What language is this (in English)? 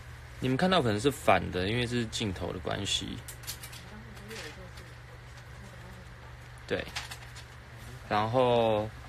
Chinese